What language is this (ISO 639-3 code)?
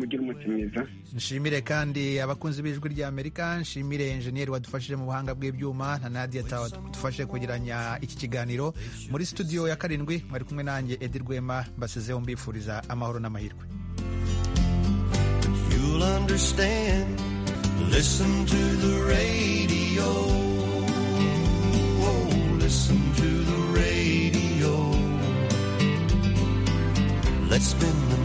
kin